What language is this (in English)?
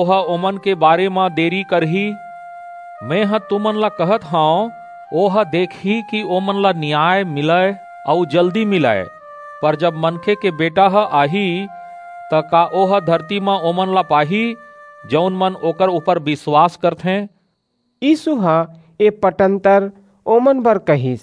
Chhattisgarhi